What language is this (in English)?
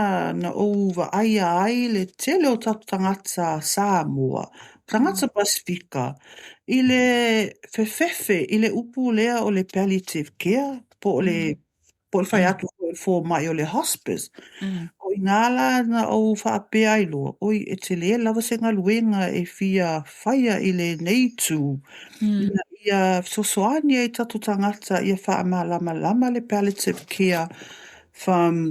Samoan